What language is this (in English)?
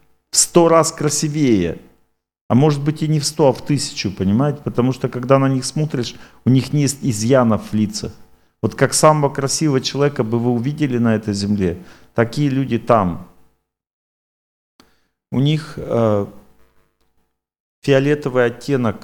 Russian